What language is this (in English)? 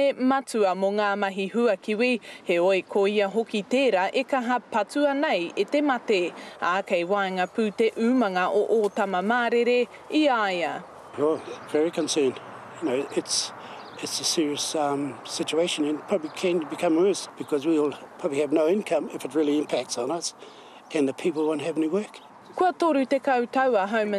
Māori